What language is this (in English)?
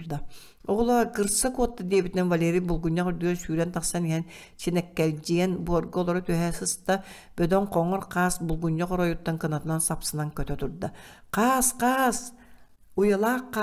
Yakut